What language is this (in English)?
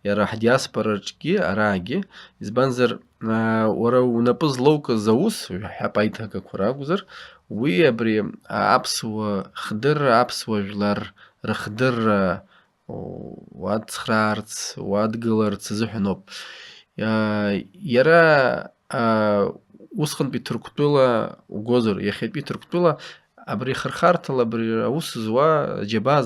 Abkhazian